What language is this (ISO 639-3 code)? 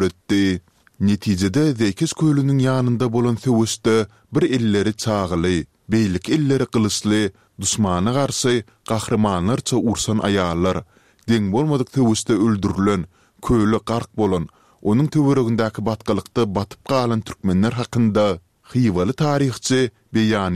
tuk